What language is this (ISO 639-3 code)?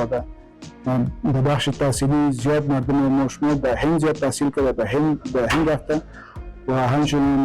fas